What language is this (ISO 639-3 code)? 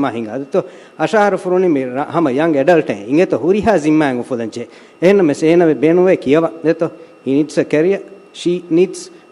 div